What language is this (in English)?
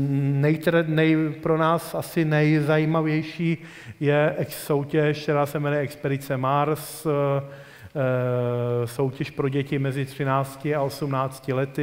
Czech